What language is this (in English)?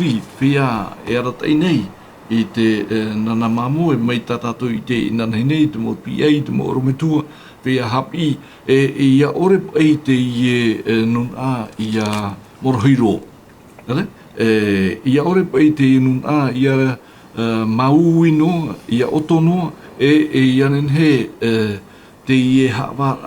Tahitian